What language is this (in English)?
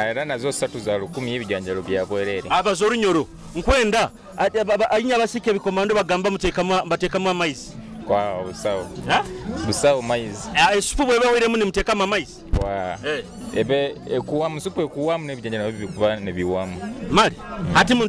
Nyoro